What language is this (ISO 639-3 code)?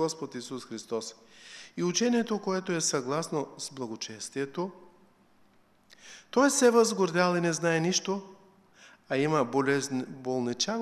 bul